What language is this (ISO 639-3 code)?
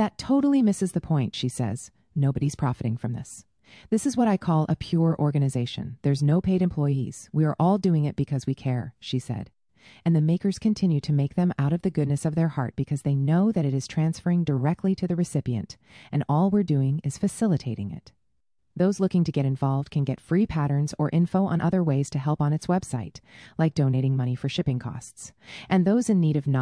eng